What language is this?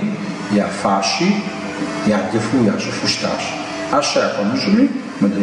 Kabardian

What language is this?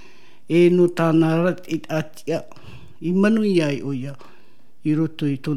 Tahitian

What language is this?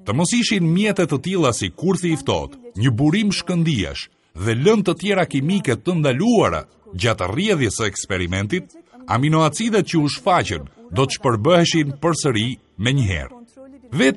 Albanian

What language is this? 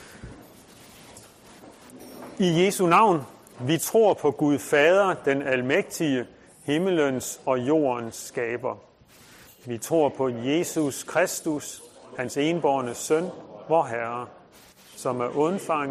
Danish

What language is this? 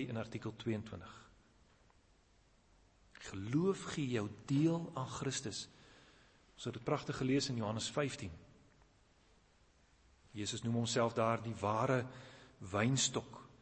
Afrikaans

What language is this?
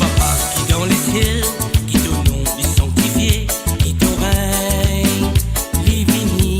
Morisyen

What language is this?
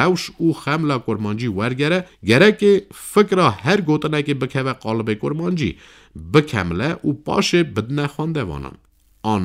Kurdish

